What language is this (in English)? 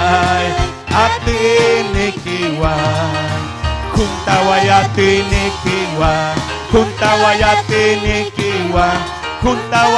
Ayacucho Quechua